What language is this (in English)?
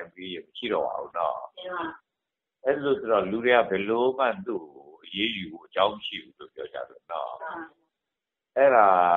Burmese